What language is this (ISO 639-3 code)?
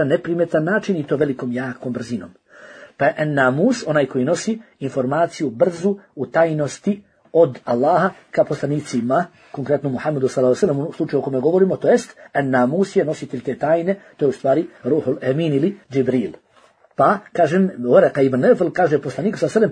bos